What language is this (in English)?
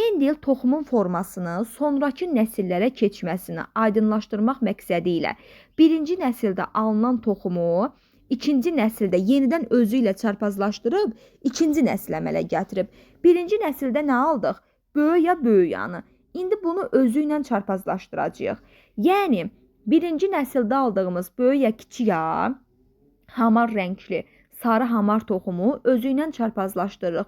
Azerbaijani